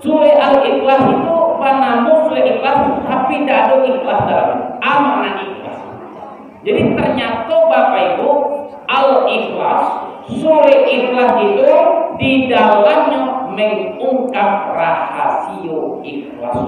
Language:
Minangkabau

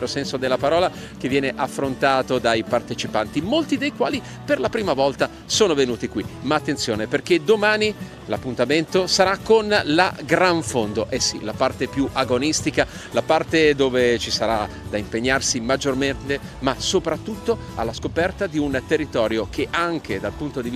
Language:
Italian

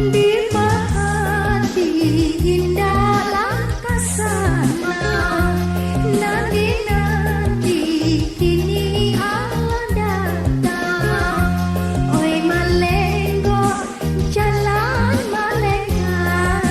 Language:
Minangkabau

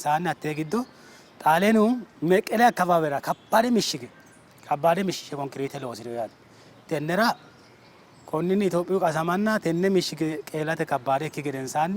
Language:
Sidamo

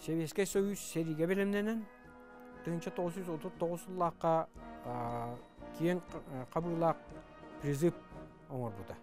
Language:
Yakut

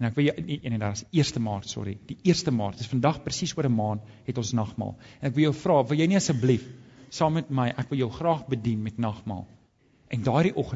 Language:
Afrikaans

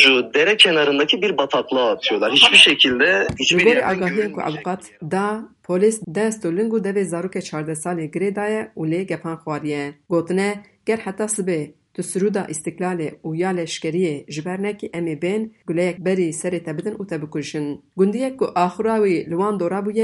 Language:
Kurdish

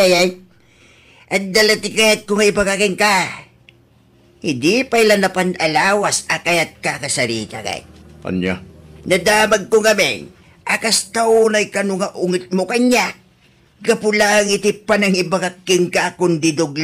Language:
Iloko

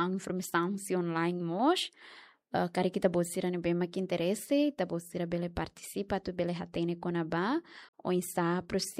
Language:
Tetum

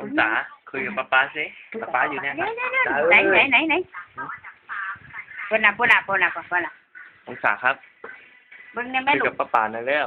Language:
Northeastern Thai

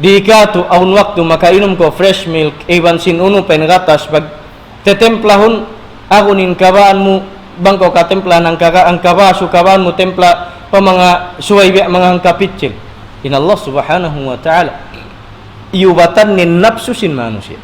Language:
Tausug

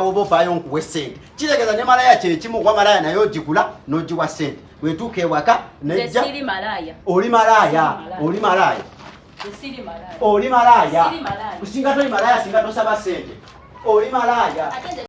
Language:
Ganda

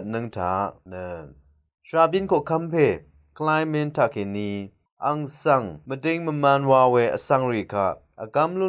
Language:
Rawang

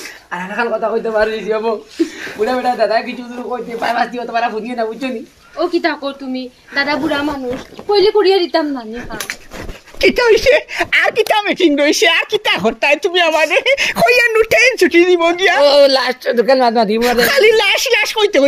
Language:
Sylheti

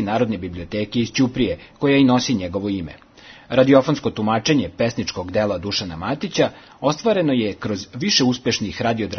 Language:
Serbian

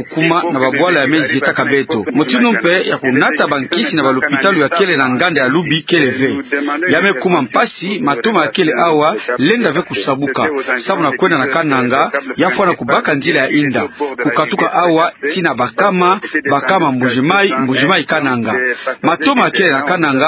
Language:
Kituba (Democratic Republic of Congo)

